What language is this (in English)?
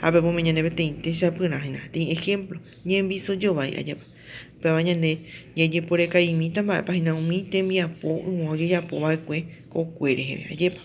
Guarani